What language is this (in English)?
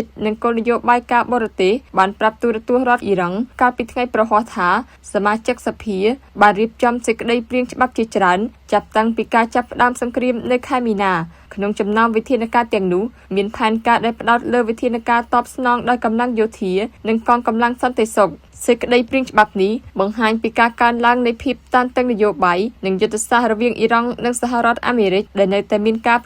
Khmer